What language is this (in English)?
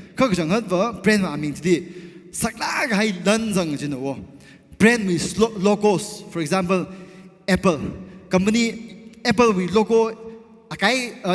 Tangkhul Naga (India)